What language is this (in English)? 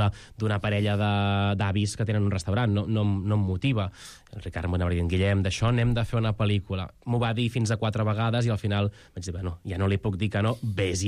Catalan